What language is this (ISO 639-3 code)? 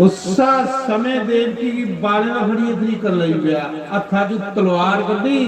doi